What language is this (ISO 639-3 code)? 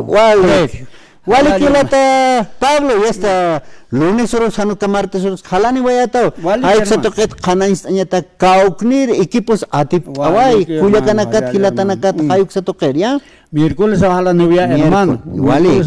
aym